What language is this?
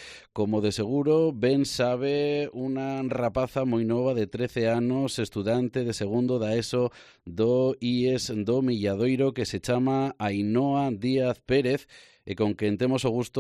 Galician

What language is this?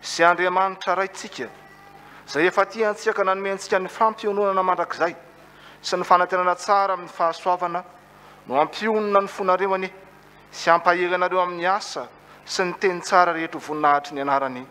Malagasy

